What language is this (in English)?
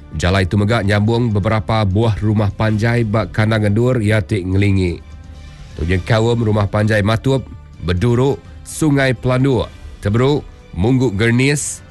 Iban